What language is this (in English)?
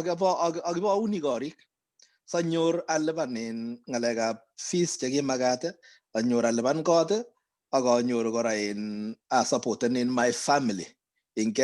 Kalenjin